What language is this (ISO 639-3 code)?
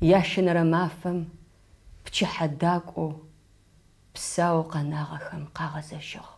ady